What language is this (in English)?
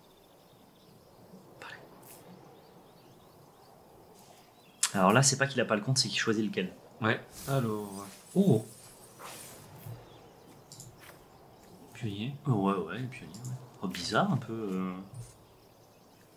French